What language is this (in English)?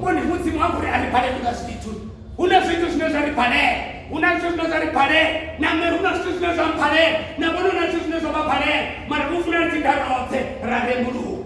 Venda